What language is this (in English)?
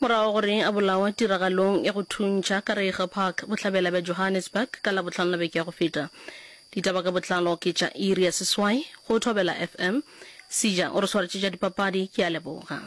Northern Sotho